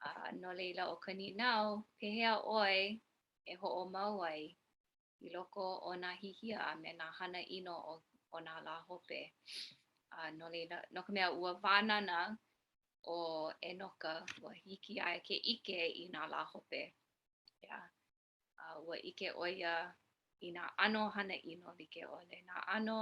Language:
Hawaiian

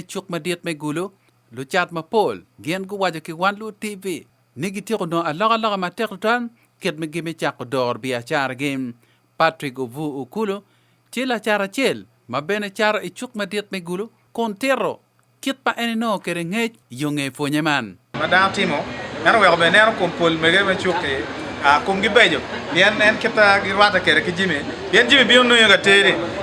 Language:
Acoli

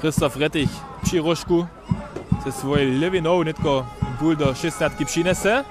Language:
Upper Sorbian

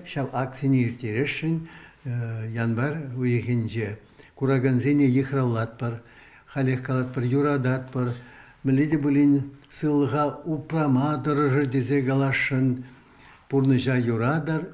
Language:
Chuvash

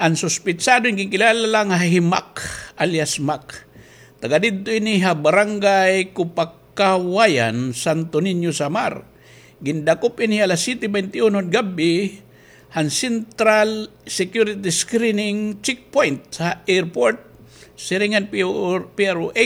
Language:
Waray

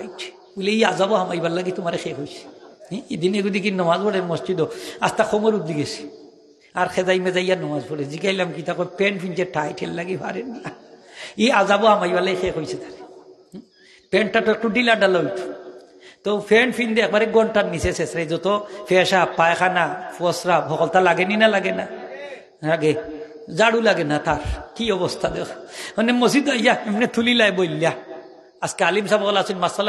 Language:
Sylheti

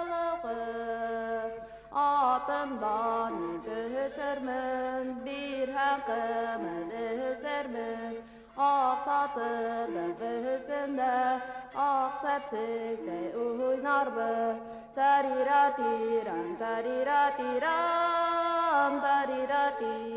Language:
Bashkir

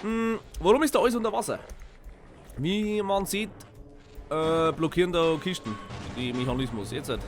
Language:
Bavarian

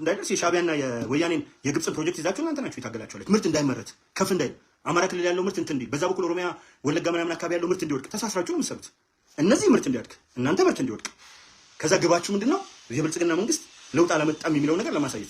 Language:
Amharic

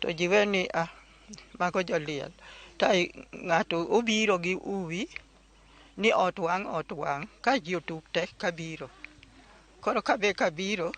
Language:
Luo (Kenya and Tanzania)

